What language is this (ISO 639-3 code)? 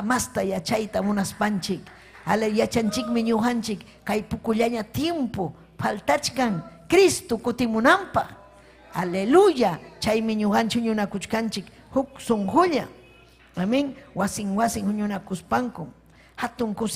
quy